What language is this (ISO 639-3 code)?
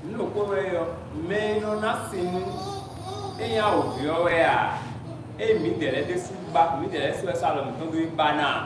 fon